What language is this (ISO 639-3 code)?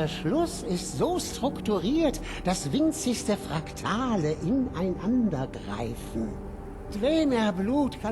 bar